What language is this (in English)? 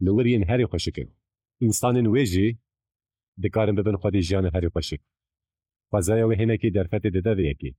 Kurdish